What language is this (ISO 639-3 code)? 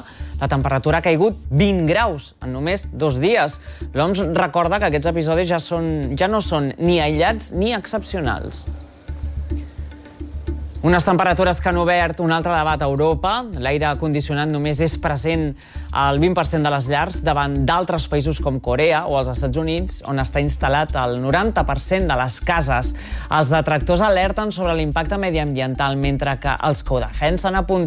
cat